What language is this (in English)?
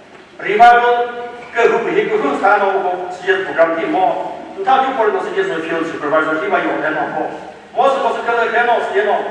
Chokri Naga